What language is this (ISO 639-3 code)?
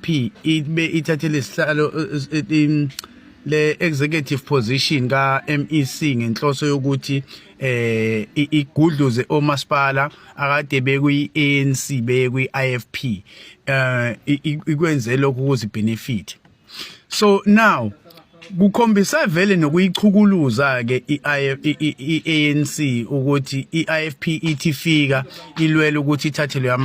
zul